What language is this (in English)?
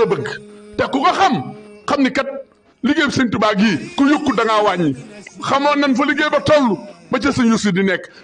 Wolof